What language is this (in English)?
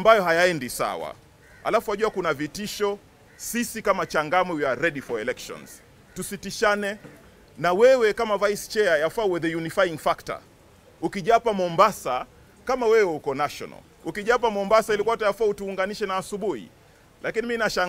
Swahili